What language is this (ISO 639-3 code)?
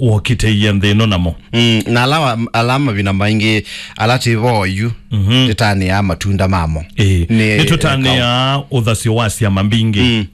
kam